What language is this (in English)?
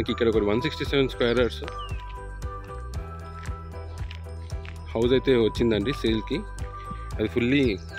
Telugu